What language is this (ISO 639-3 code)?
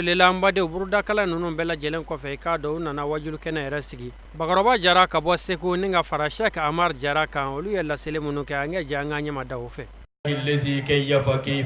bam